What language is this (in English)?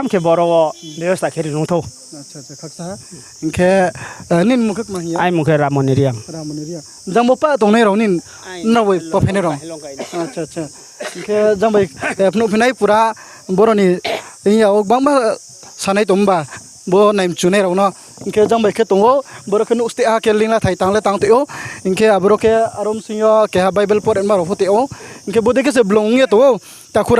Riang (India)